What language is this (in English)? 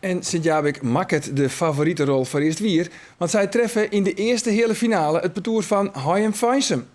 Western Frisian